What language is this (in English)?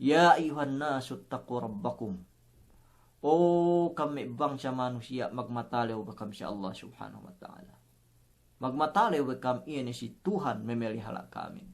Yakan